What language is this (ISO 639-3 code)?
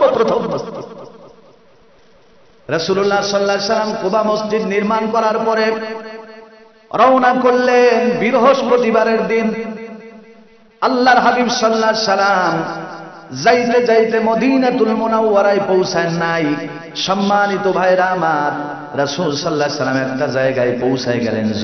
ben